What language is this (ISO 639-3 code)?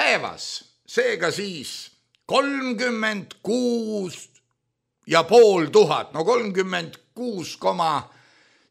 est